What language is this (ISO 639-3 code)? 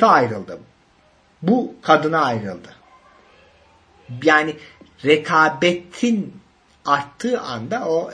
tur